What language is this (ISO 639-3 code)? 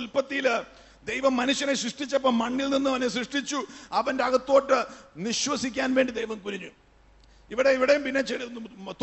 mal